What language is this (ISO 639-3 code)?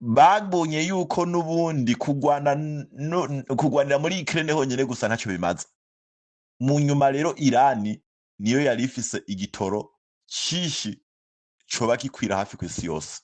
run